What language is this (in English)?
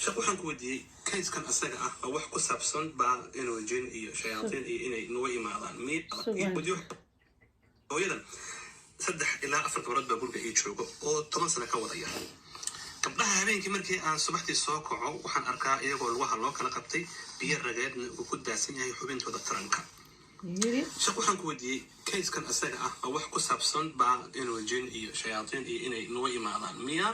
Somali